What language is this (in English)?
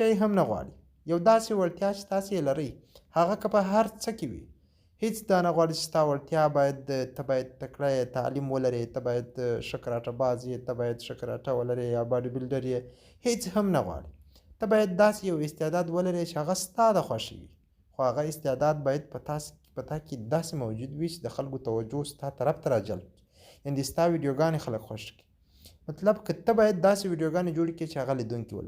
Pashto